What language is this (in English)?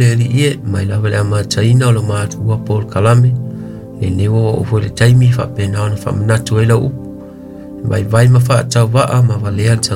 Samoan